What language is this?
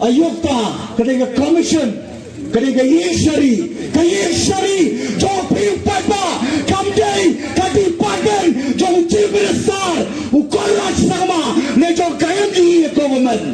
Khasi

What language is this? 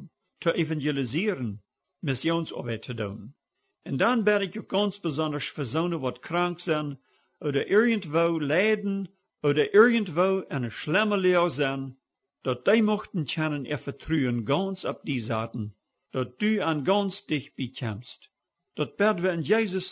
Plautdietsch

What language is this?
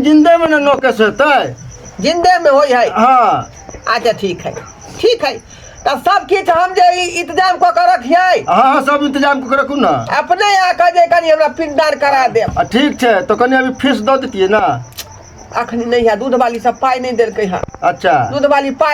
Maithili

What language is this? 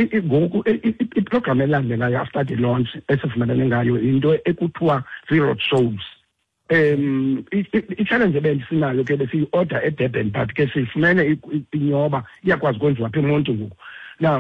Xhosa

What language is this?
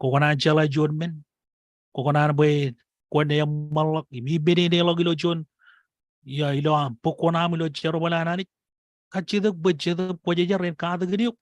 Marshallese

